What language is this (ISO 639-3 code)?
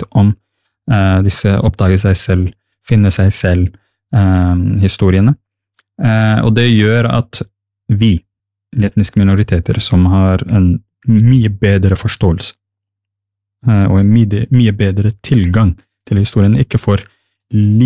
nor